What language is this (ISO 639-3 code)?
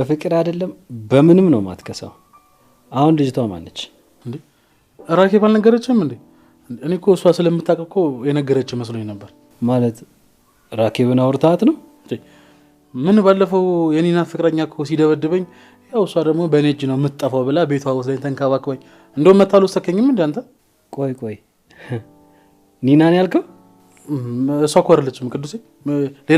amh